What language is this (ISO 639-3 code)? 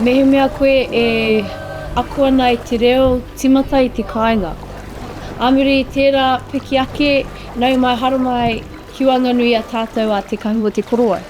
mri